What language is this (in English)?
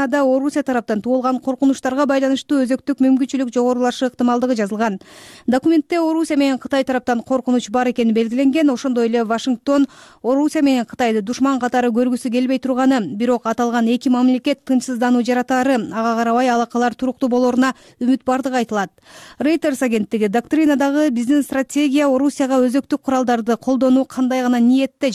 Kyrgyz